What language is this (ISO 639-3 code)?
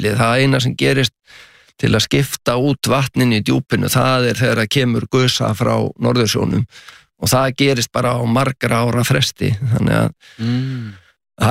isl